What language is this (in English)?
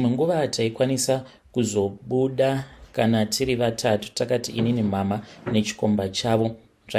Shona